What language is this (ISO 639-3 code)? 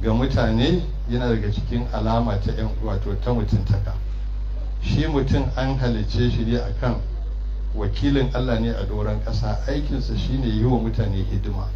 hau